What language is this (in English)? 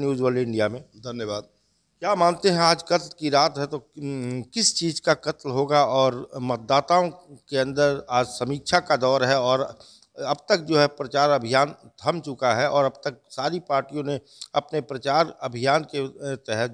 Hindi